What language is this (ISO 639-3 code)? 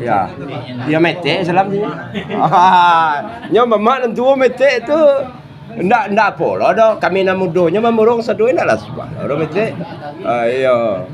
min